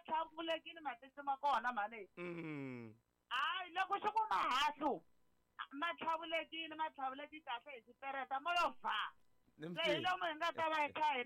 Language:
Tsonga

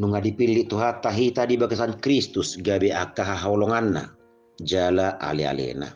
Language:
Batak Toba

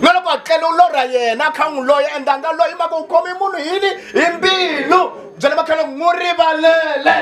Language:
Tsonga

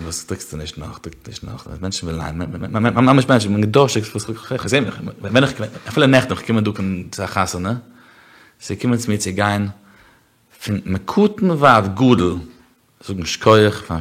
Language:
Yiddish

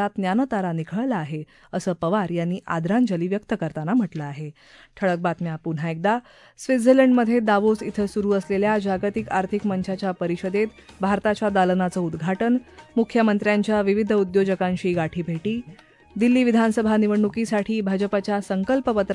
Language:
Marathi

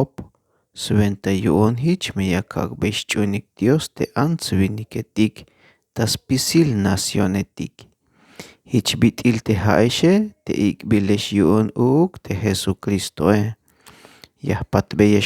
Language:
Tzeltal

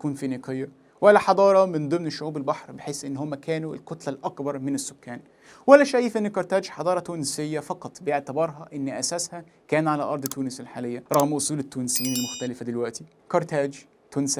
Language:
Egyptian Arabic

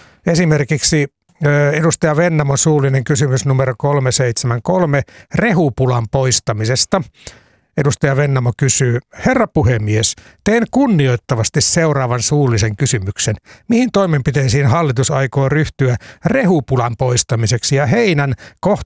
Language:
Finnish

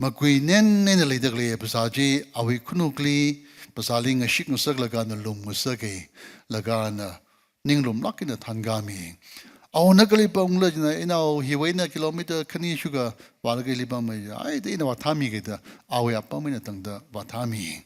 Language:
Tangkhul Naga (India)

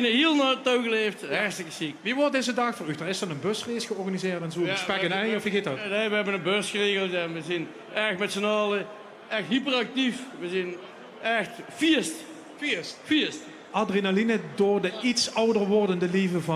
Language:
Limburgish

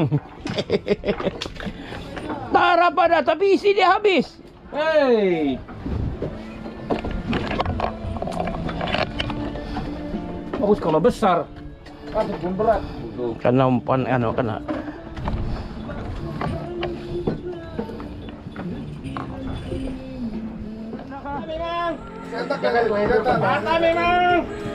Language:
Malay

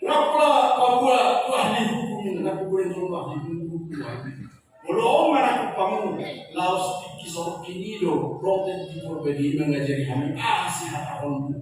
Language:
Batak Toba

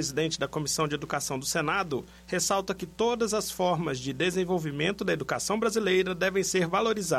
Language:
Portuguese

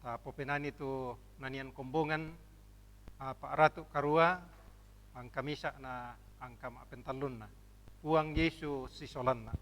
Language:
Toraja-Sa'dan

